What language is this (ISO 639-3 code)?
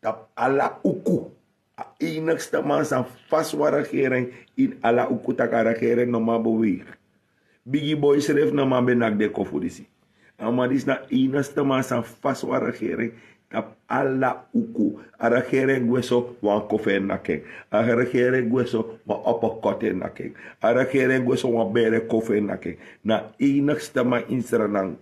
srn